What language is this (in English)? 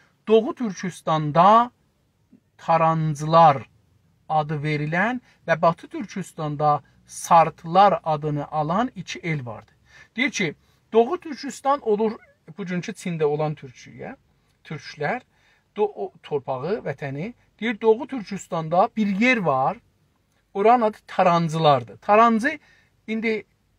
South Azerbaijani